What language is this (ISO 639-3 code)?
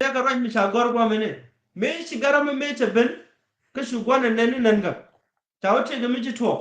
nus